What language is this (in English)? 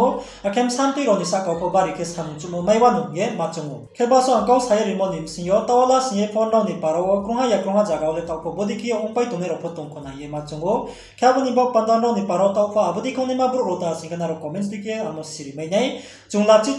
Riang (India)